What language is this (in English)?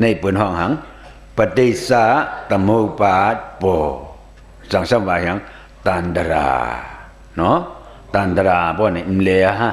Shan